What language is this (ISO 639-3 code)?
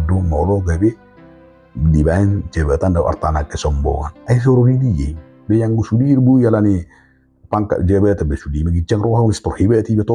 bbc